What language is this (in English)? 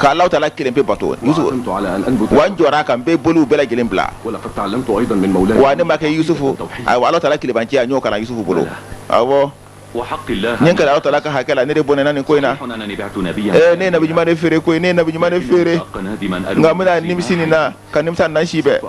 Bambara